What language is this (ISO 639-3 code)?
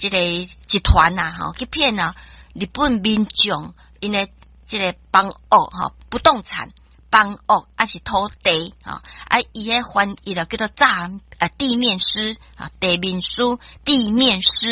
nan